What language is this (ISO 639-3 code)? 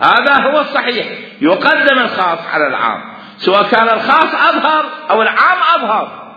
acm